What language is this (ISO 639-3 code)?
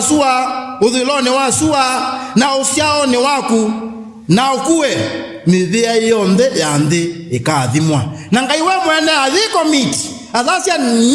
kam